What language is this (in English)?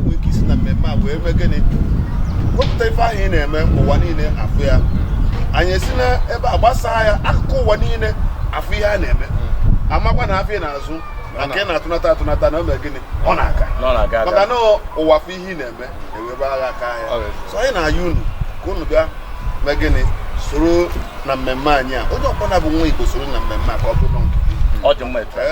Igbo